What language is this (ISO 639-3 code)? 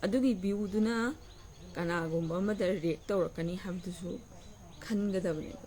mni